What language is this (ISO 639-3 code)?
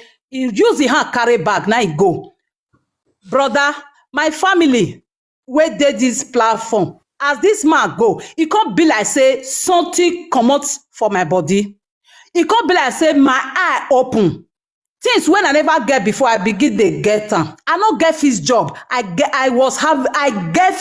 pcm